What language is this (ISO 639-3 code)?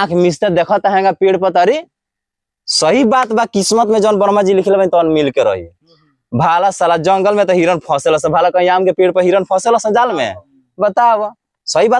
bho